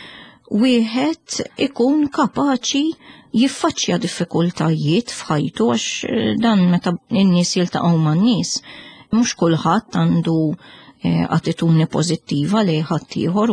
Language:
Maltese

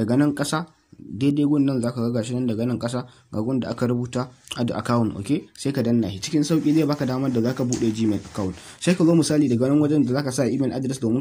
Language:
Hausa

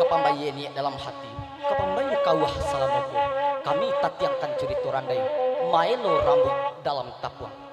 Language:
Minangkabau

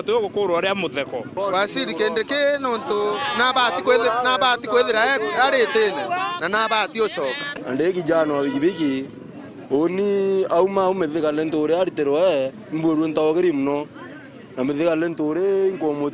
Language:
Meru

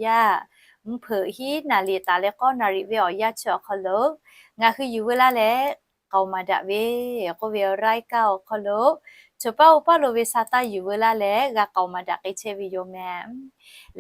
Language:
Lahu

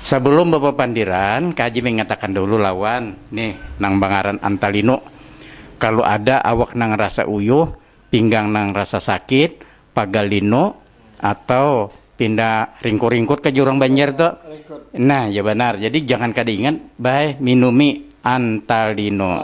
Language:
Banjar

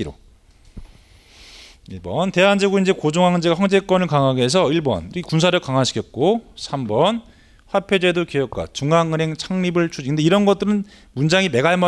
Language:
Korean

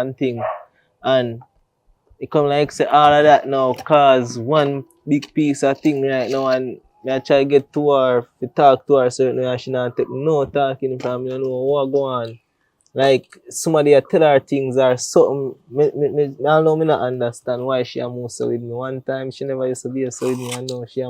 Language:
Jamaican Creole English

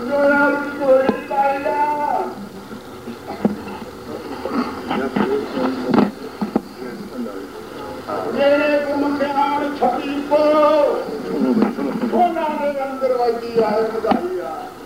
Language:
Punjabi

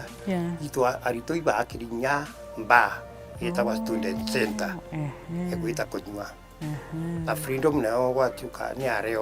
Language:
Meru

